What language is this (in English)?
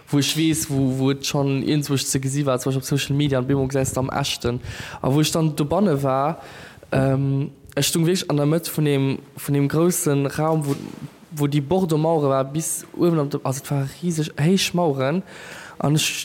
Luxembourgish